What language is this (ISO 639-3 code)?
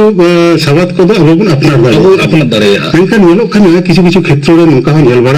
sat